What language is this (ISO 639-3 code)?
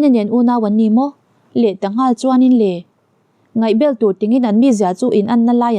lus